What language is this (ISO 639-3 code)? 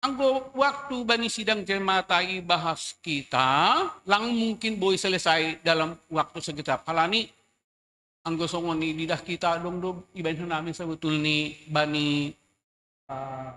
bts